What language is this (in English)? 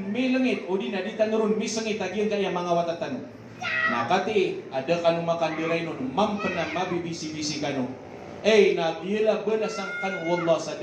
Maranao